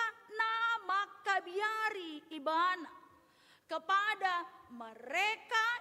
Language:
Batak Toba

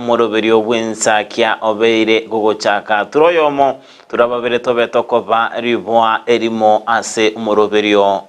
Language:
Gusii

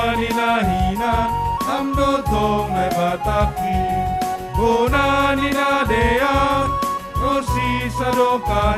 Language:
Batak Simalungun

